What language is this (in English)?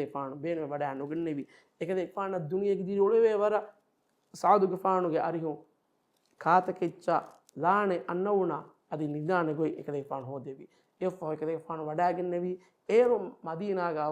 Divehi